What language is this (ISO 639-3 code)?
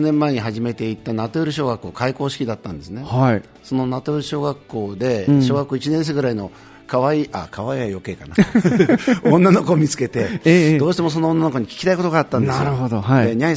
jpn